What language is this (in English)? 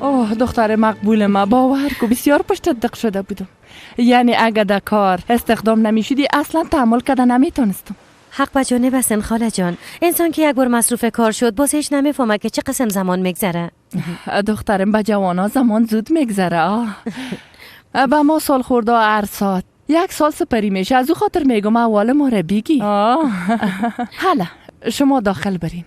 Persian